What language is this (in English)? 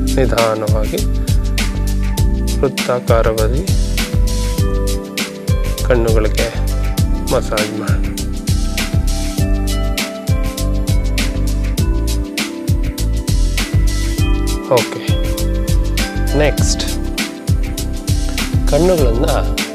Kannada